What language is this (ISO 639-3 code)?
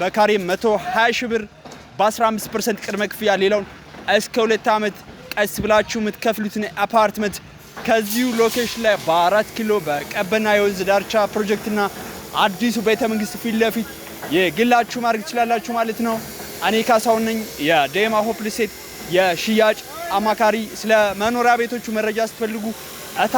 amh